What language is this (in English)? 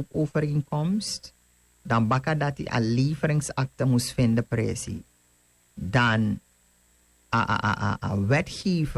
Sranan Tongo